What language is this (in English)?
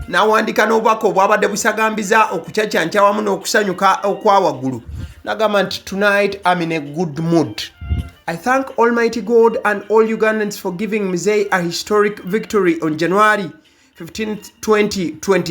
Ganda